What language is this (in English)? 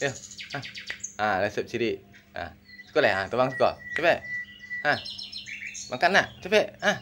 Minangkabau